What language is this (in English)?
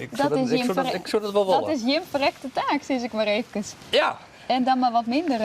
Western Frisian